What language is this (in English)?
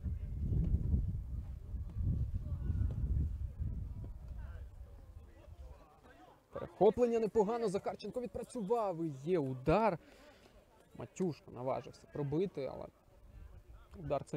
Ukrainian